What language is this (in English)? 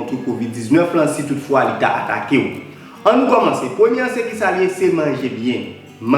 Haitian Creole